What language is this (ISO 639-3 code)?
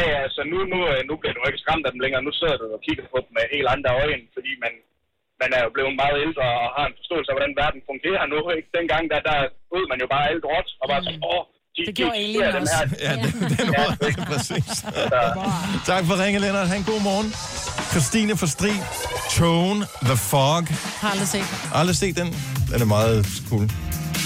dan